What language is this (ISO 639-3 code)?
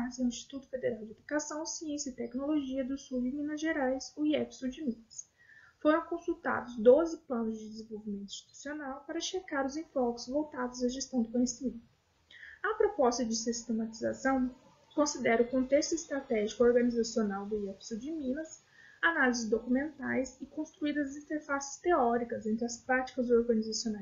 por